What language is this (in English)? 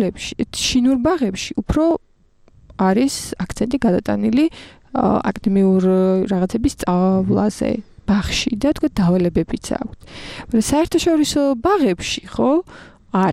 Georgian